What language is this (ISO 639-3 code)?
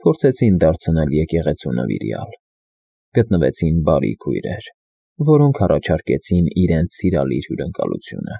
hye